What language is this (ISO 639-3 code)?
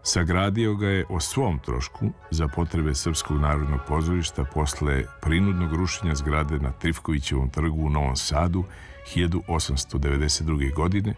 srp